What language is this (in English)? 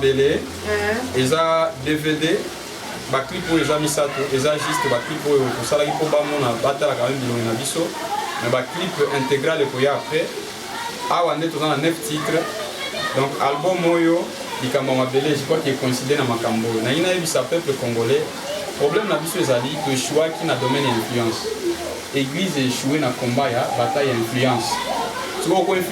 Lingala